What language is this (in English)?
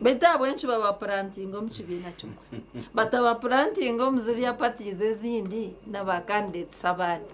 Nyankole